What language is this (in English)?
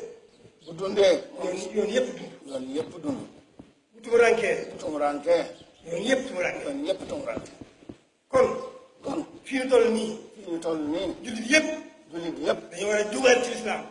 Wolof